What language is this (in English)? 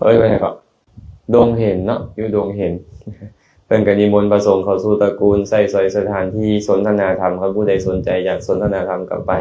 Lao